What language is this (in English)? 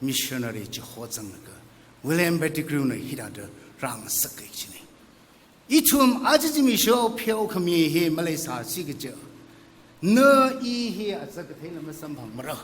Tangkhul Naga (India)